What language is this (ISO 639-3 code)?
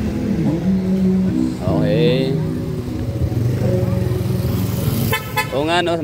fil